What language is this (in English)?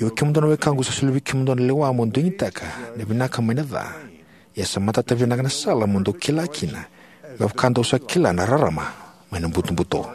Fijian